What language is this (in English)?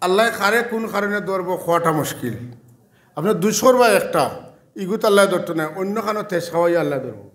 Sylheti